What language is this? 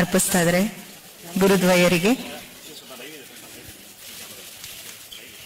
Kannada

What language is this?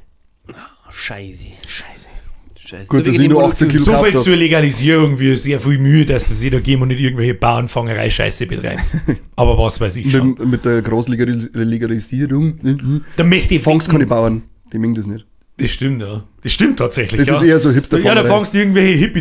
Bavarian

